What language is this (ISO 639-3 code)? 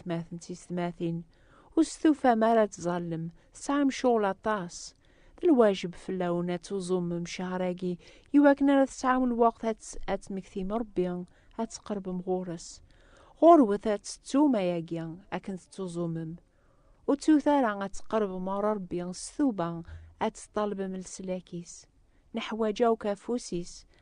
kab